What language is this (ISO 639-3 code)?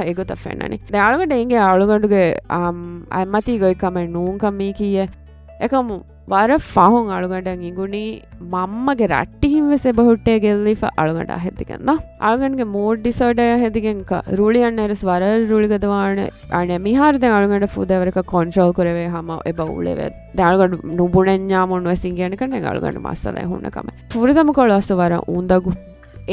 div